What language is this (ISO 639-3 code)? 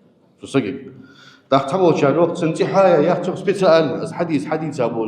inh